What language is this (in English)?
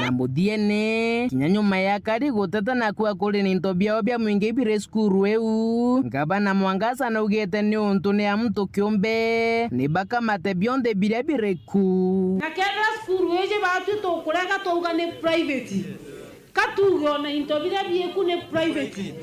Meru